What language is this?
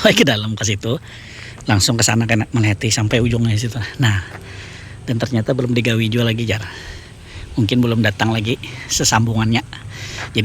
Banjar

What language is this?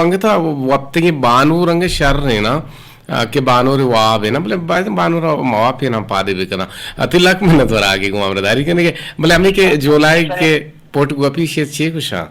Eastern Balochi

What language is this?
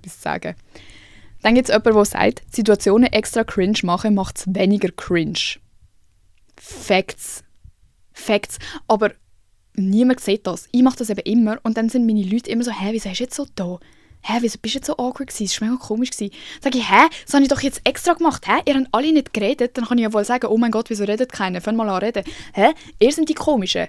Swiss German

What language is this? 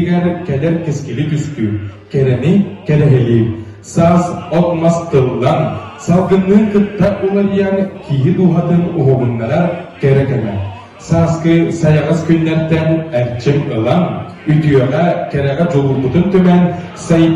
Yakut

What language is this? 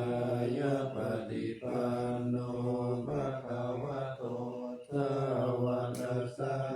Pali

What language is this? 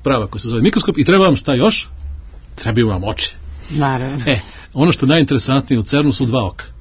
Serbian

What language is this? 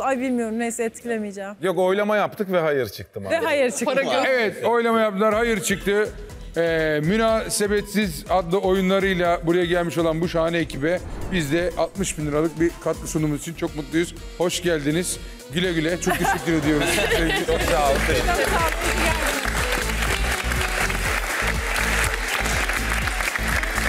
Turkish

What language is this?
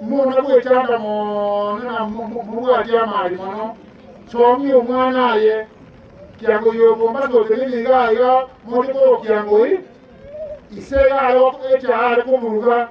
Gusii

